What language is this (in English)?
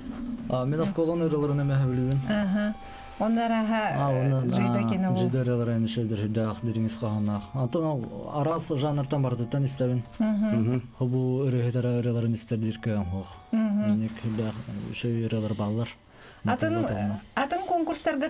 Yakut